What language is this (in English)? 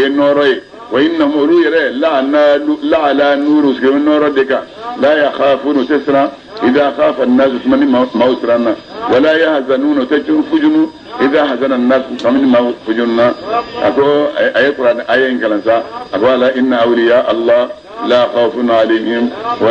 Bambara